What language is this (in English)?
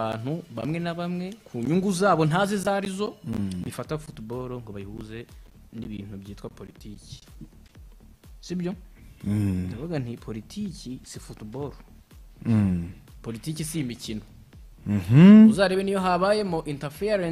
Kinyarwanda